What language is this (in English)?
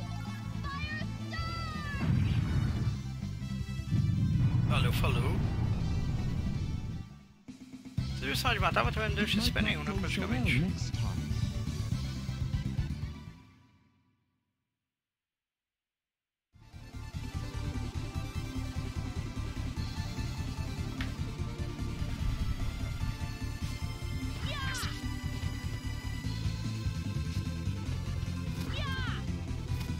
Portuguese